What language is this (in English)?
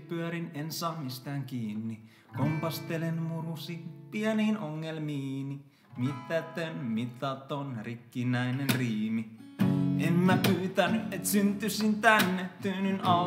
Finnish